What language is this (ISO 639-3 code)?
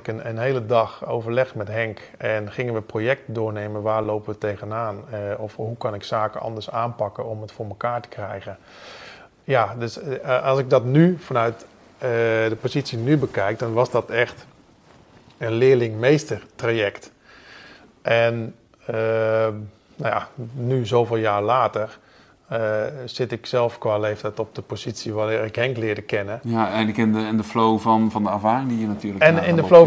nld